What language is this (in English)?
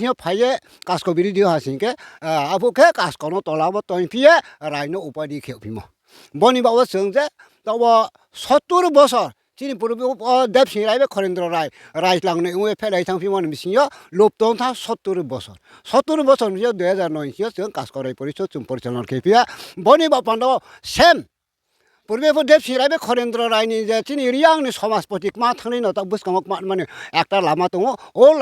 Riang (India)